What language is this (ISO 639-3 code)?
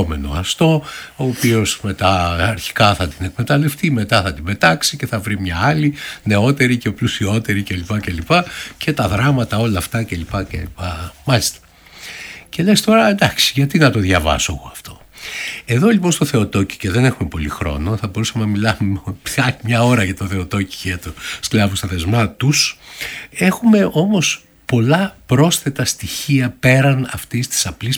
ell